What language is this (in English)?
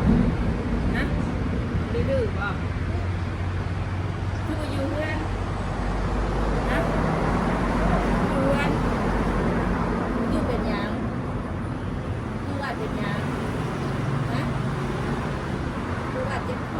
Northeastern Thai